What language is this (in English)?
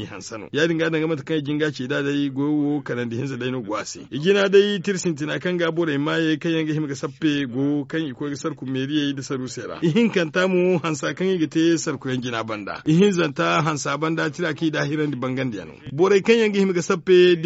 Zarma